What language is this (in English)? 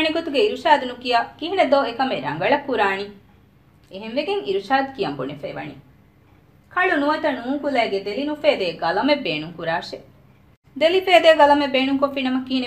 Divehi